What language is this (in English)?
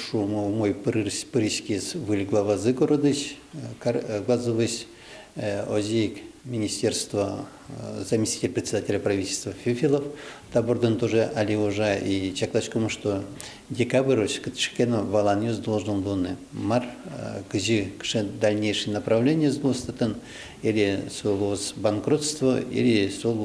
Udmurt